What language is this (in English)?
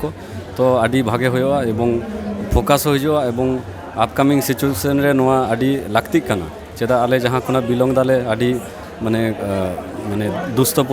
Santali